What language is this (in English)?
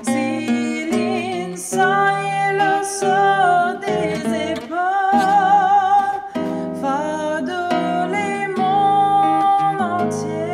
Morisyen